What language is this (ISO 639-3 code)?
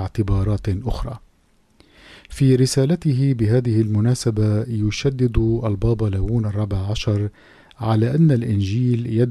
ara